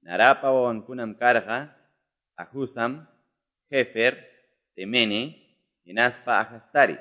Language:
Quechua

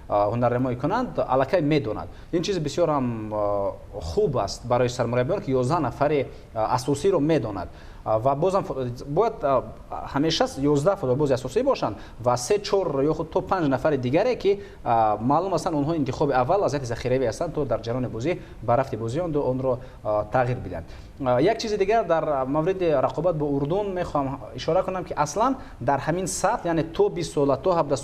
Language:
Tajik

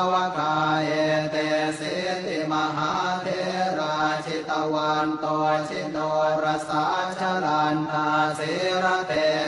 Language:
Pali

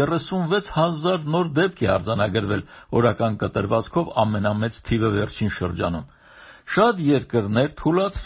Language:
Armenian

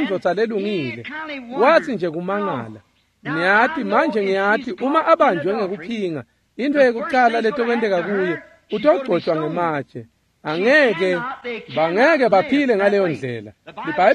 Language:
Swati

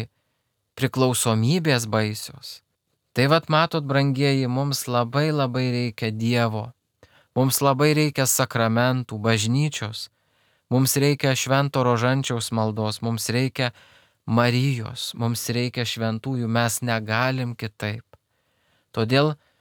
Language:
Lithuanian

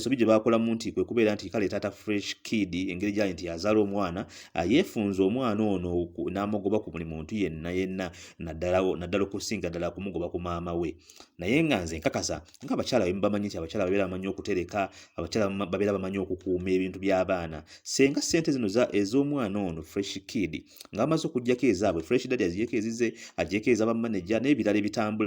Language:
Ganda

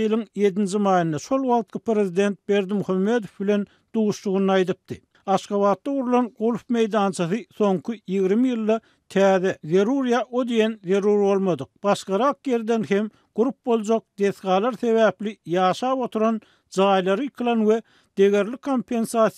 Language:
Turkmen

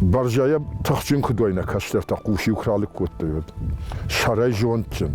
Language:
Ossetic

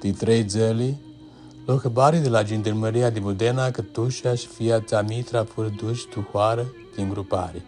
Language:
Aromanian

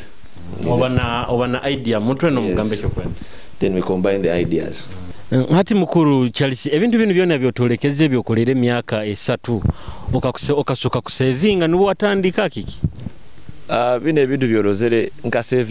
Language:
Nyoro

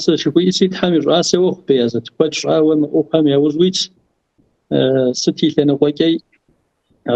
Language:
Kabardian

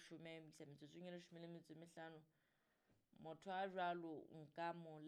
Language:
Southern Sotho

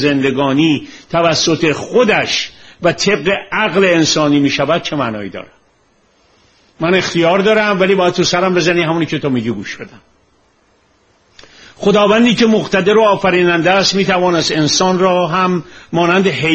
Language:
Persian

